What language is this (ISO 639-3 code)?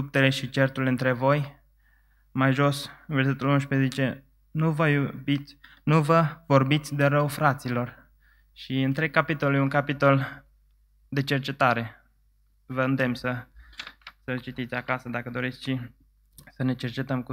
ron